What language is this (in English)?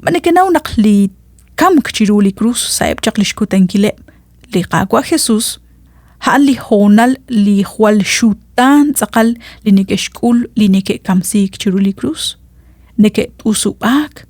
Kekchí